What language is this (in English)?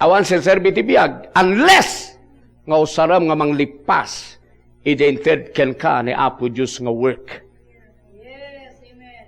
Iloko